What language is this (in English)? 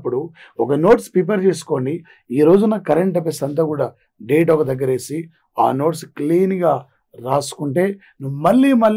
Telugu